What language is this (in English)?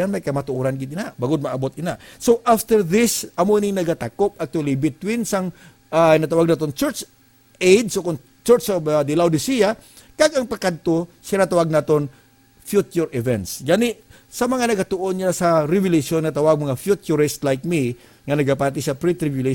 Hiligaynon